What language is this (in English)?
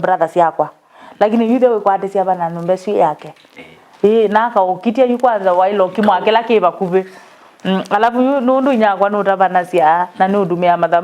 Kamba